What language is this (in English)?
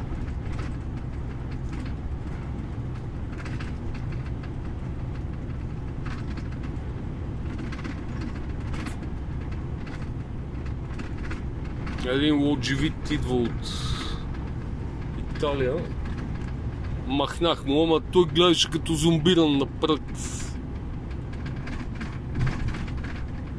Bulgarian